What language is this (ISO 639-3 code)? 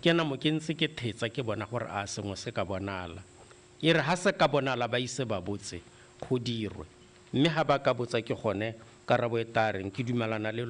tsn